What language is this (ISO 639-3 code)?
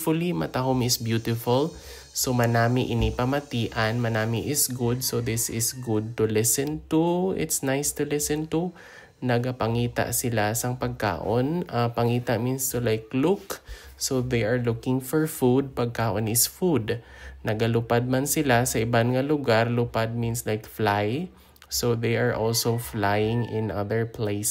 hil